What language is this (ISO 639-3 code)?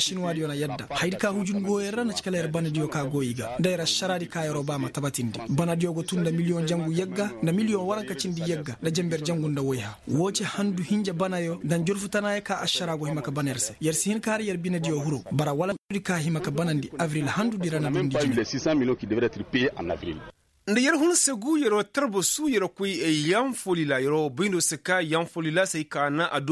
ses